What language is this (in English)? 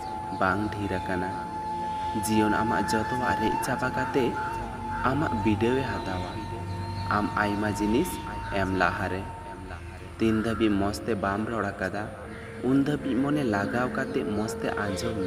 Santali